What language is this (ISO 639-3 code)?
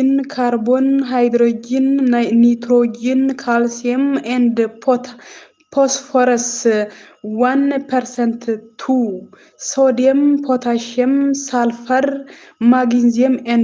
amh